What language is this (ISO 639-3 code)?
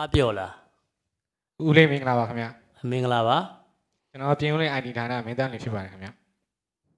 mya